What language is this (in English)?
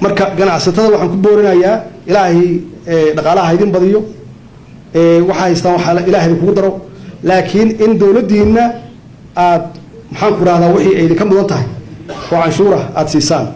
Somali